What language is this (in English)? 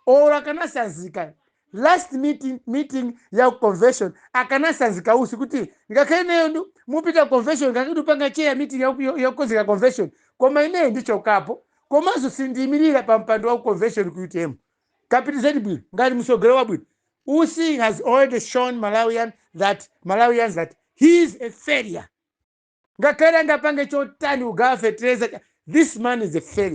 Nyanja